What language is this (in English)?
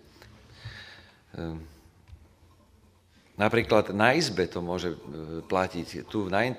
Slovak